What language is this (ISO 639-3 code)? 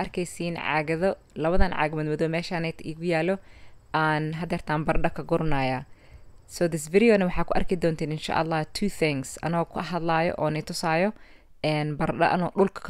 som